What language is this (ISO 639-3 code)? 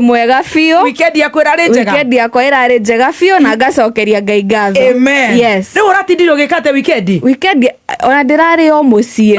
kik